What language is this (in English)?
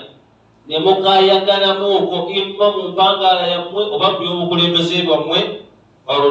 Ganda